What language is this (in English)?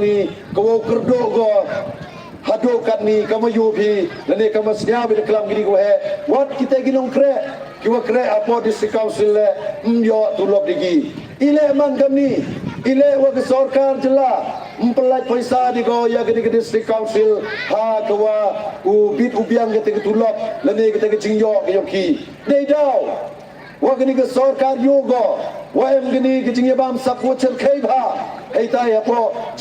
Pnar